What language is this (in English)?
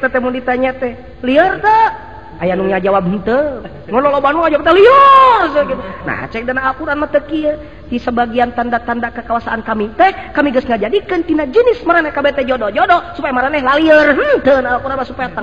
Sundanese